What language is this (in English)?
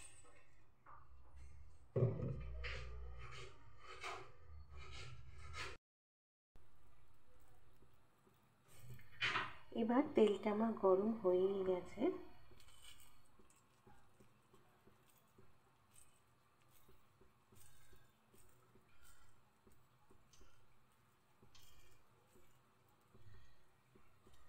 Bangla